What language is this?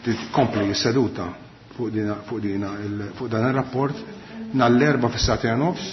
Maltese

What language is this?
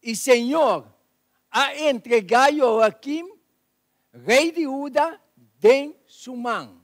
Papiamento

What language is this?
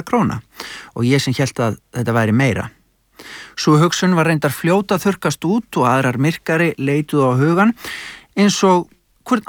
Icelandic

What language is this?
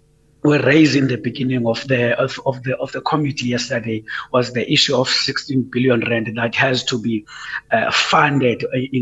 English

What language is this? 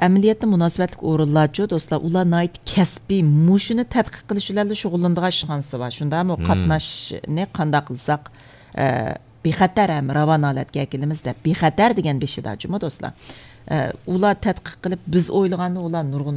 Uyghur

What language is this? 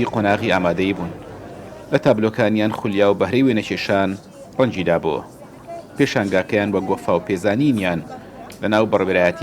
Central Kurdish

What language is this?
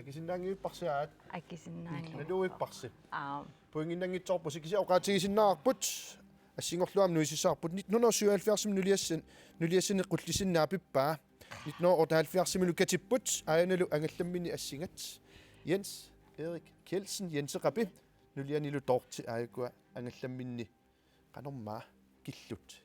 Kalaallisut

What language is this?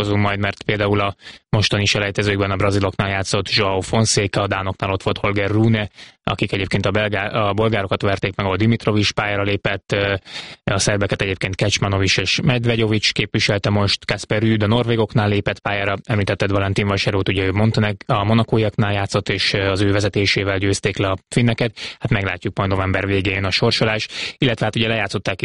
Hungarian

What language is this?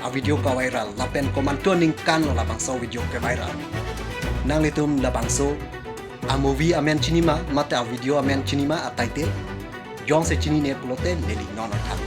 Karbi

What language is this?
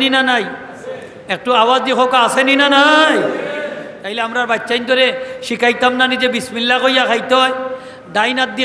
Sylheti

